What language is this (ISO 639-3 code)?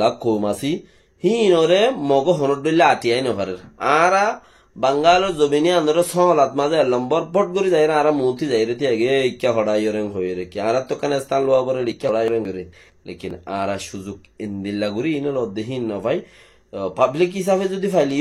rhg